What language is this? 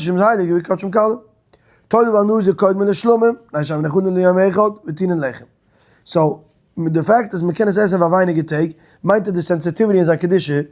Yiddish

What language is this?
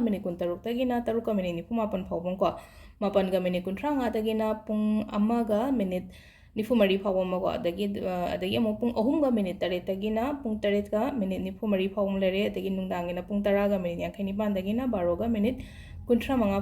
Manipuri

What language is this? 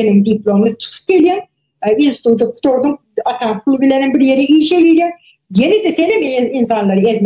Turkmen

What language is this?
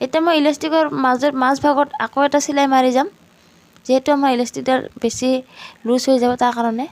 Assamese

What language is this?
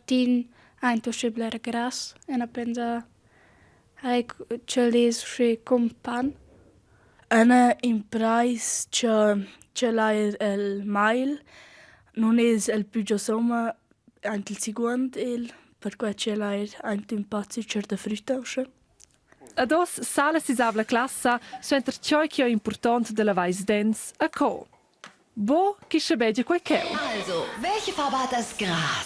Romansh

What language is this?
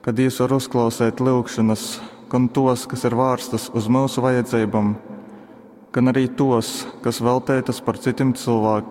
Latgalian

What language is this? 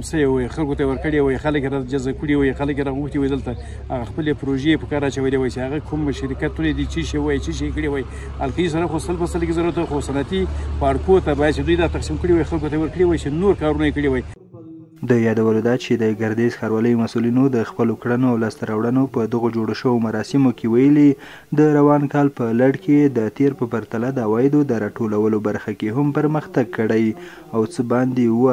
Pashto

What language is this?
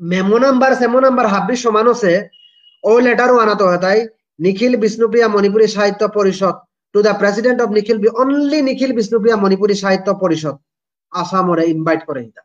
Bishnupriya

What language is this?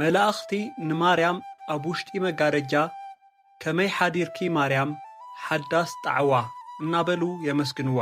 Tigrinya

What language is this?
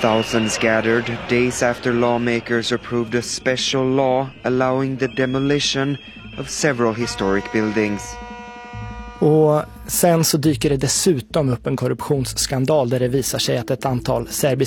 Swedish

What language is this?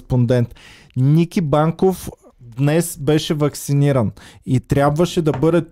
Bulgarian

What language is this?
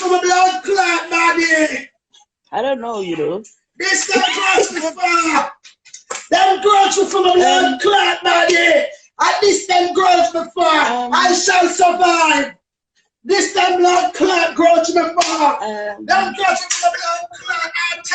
Jamaican Creole English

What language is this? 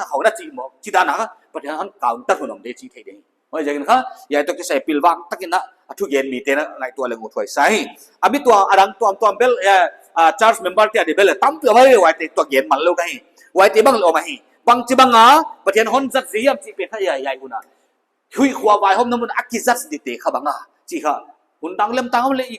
Paite Chin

